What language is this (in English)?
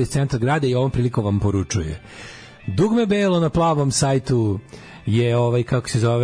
Serbian